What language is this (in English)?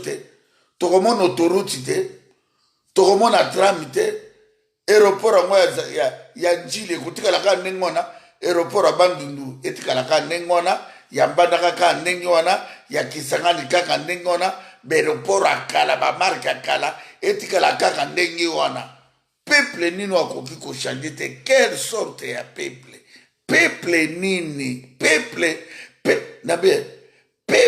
Lingala